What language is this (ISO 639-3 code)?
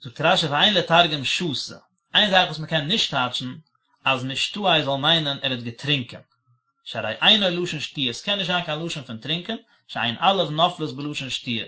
yid